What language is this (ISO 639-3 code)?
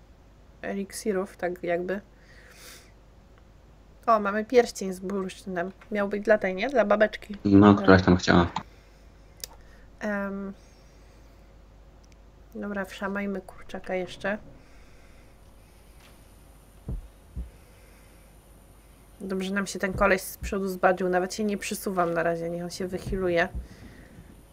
pol